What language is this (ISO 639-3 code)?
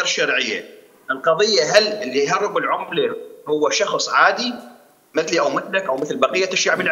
acm